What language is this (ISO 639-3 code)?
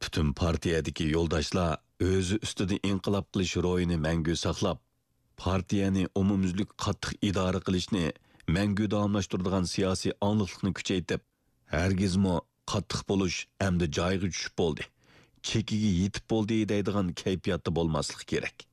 uig